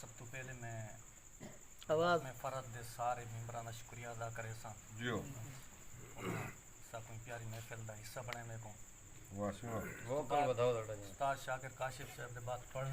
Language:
Saraiki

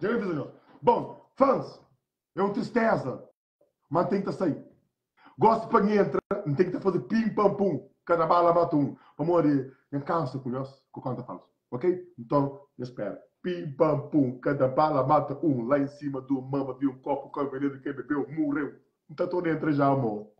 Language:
Kabuverdianu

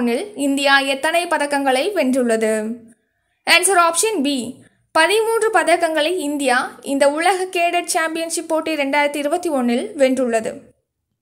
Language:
Tamil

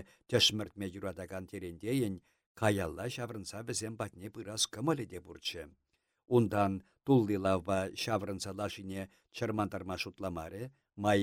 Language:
Chuvash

